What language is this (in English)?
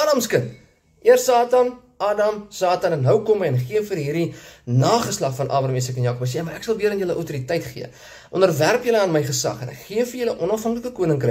Afrikaans